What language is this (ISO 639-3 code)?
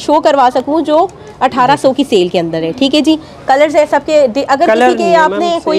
hin